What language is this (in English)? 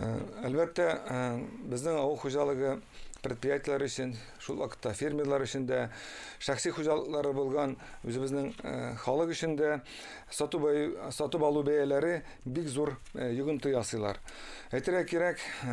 Tatar